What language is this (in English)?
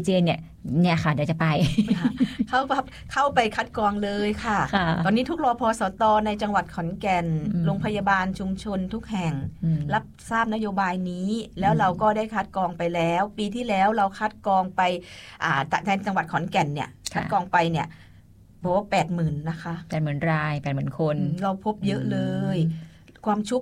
Thai